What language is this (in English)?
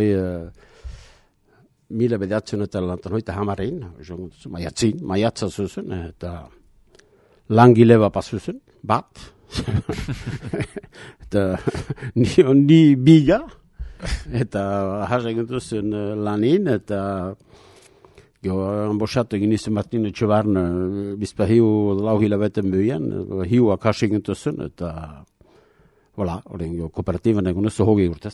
Basque